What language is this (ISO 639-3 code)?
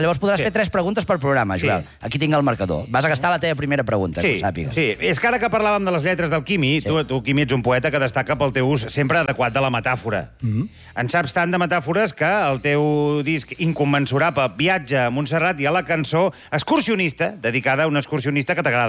cat